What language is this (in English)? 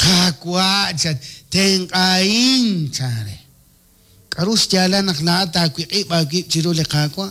Kekchí